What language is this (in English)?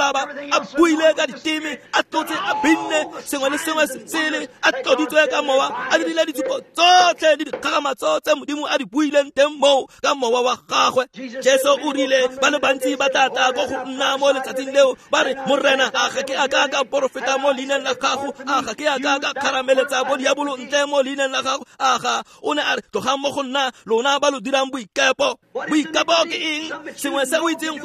Tswana